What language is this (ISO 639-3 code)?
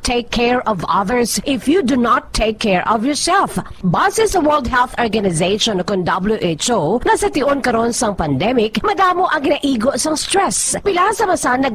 hil